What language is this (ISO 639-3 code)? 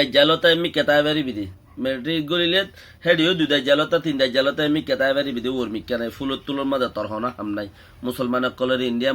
rhg